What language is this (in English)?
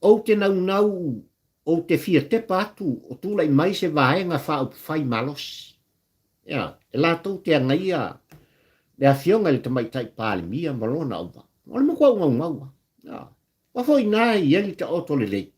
Samoan